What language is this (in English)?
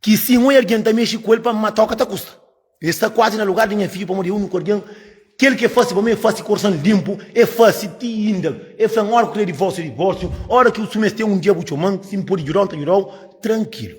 Kabuverdianu